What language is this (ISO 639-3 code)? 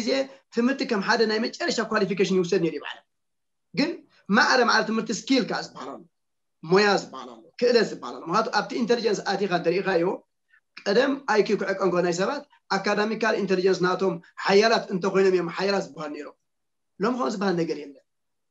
tir